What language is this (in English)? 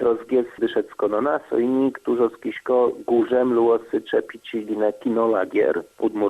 Udmurt